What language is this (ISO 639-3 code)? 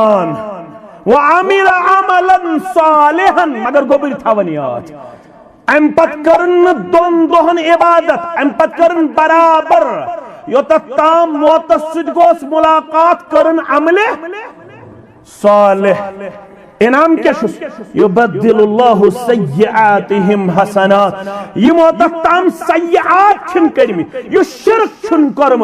kas